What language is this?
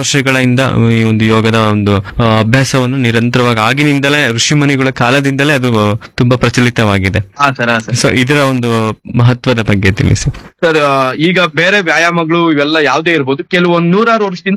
Kannada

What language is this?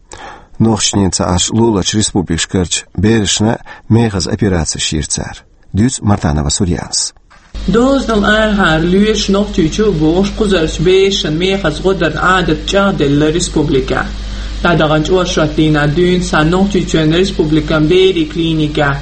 Chechen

